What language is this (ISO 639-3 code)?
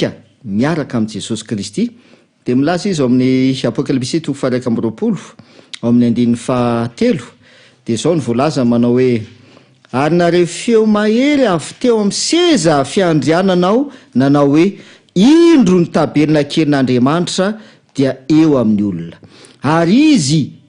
mlg